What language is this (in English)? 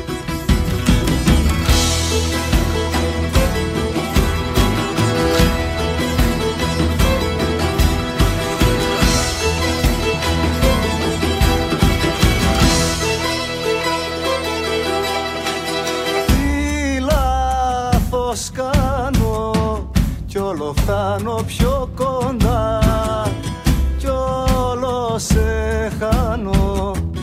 Greek